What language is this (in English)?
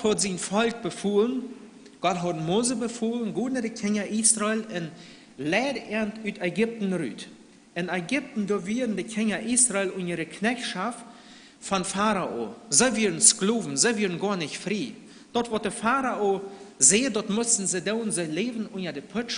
Plautdietsch